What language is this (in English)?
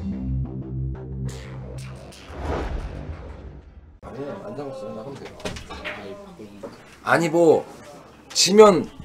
Korean